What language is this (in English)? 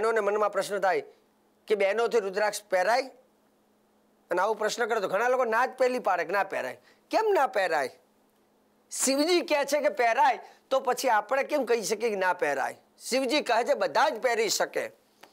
Gujarati